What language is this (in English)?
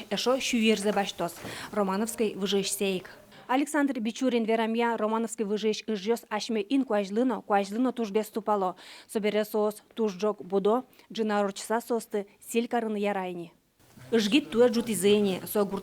Udmurt